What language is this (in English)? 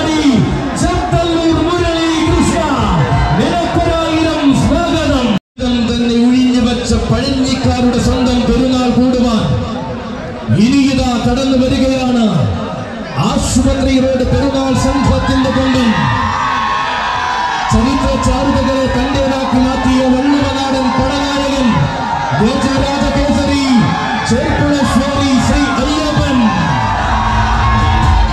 Malayalam